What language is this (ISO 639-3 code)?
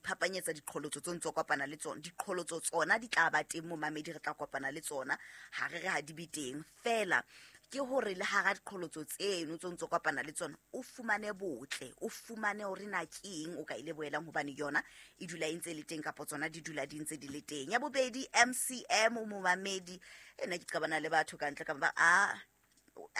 sot